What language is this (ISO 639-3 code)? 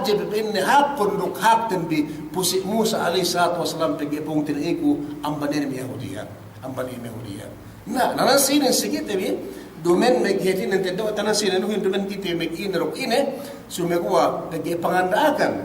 yka